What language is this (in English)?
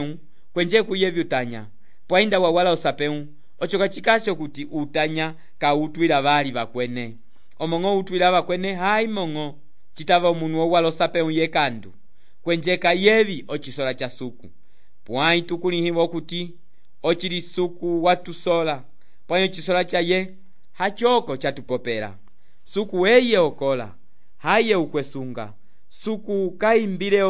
Umbundu